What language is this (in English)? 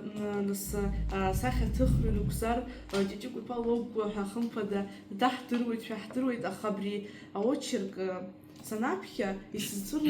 Abkhazian